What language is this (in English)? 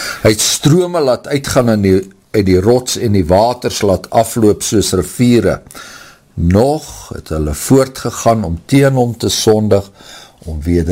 Afrikaans